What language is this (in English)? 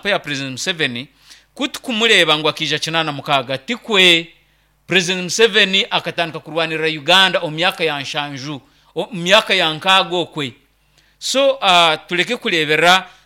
Nyankole